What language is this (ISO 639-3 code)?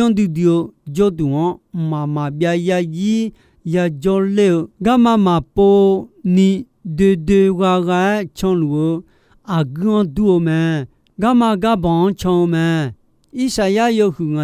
ahk